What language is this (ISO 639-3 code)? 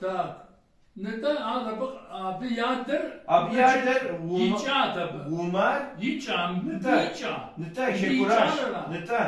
kbd